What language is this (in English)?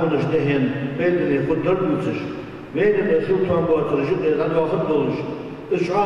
Ingush